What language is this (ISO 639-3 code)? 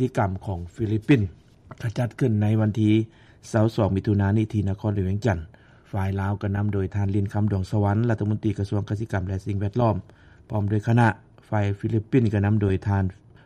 lao